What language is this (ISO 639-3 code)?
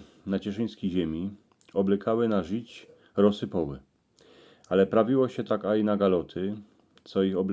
szl